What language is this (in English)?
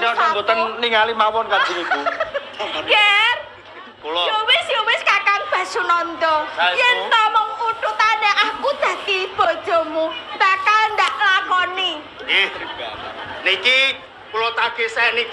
Javanese